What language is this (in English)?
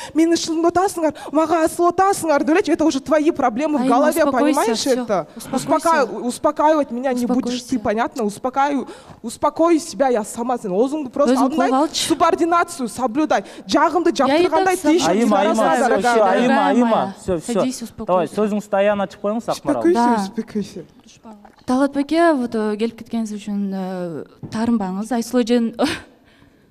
Kyrgyz